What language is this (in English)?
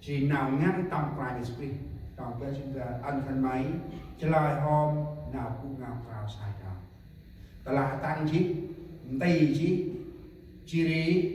Central Mnong